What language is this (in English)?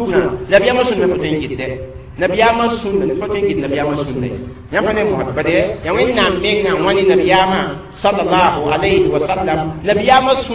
Mossi